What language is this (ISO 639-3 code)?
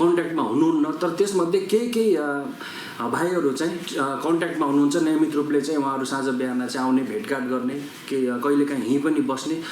nep